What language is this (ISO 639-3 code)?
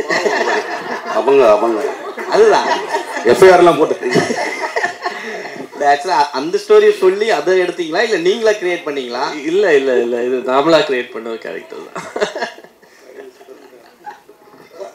tam